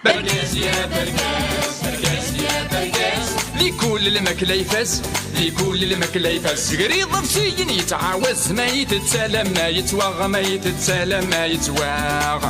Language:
Kabyle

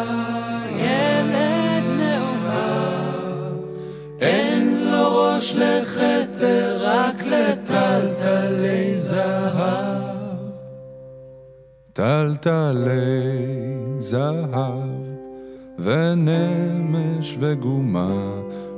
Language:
Hebrew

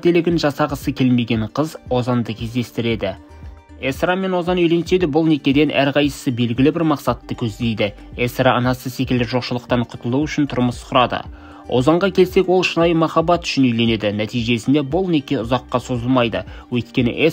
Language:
Kazakh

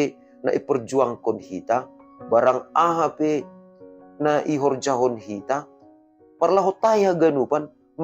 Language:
Batak Simalungun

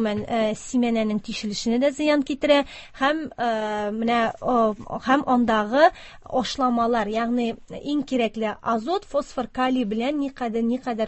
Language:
Tatar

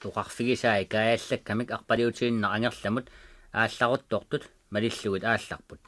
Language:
Kalaallisut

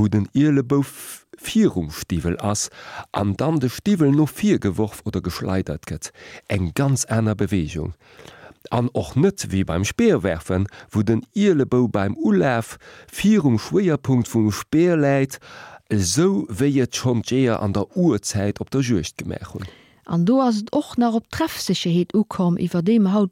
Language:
Luxembourgish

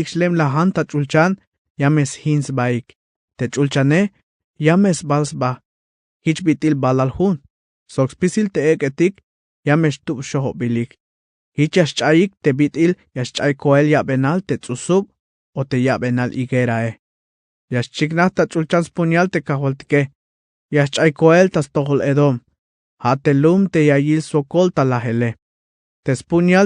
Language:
Tzeltal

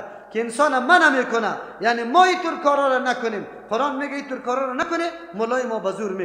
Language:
Persian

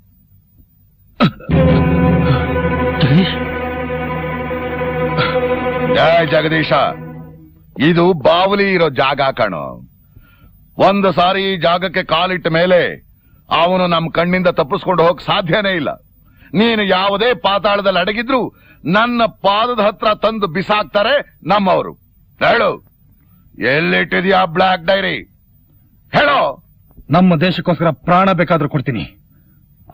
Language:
Kannada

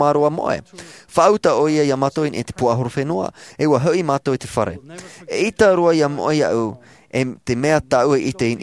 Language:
Tahitian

